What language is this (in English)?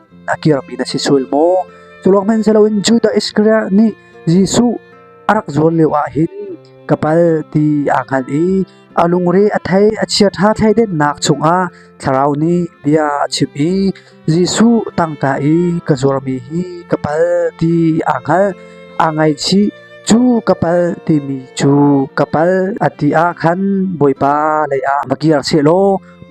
Hakha Chin